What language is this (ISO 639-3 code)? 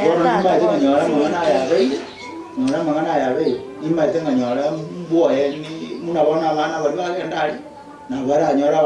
guz